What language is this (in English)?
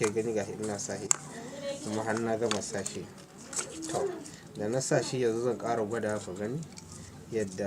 Hausa